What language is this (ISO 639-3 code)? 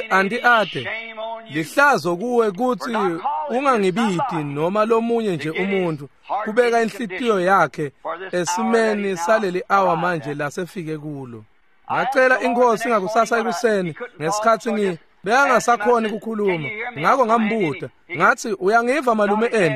ssw